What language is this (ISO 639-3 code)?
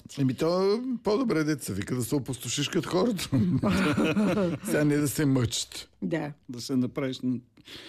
bul